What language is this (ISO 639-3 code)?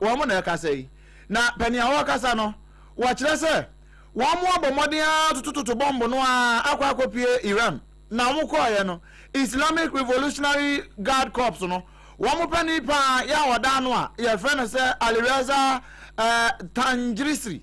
aka